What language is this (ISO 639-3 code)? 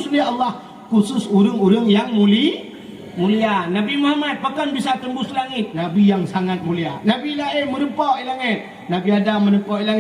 ace